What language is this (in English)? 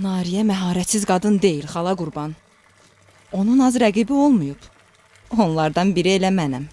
Azerbaijani